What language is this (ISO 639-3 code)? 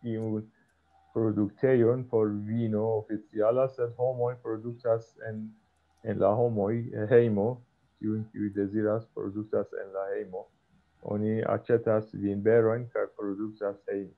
epo